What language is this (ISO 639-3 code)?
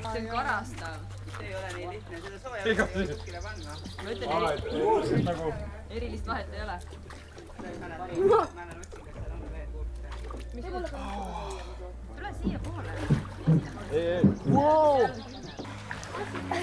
est